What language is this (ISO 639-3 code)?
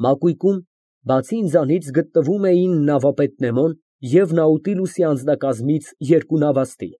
hye